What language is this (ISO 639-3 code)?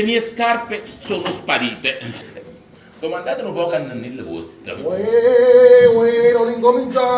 nap